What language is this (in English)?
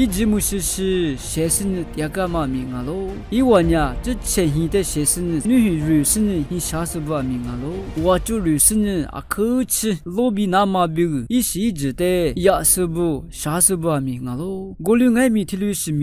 Lisu